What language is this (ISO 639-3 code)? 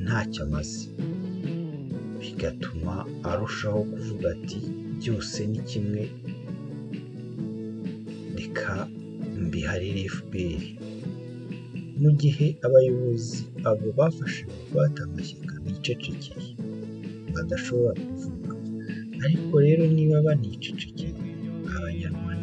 kin